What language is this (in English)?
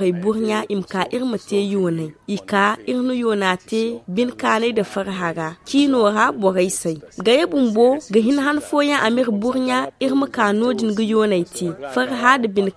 Zarma